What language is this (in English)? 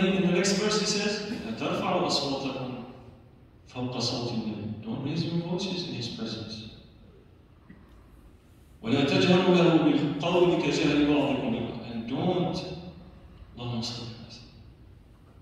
English